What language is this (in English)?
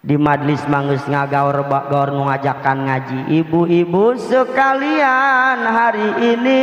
Sundanese